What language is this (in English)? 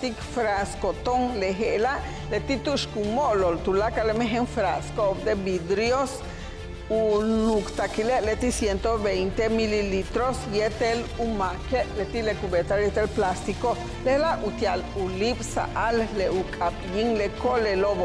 Yucateco